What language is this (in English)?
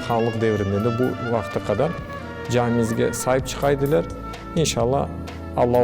Crimean Tatar